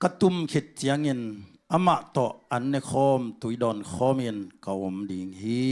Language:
Tedim Chin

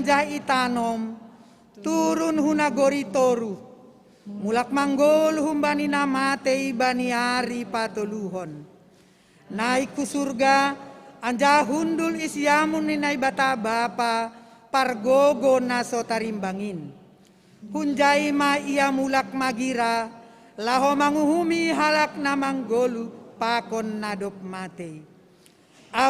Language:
Batak Simalungun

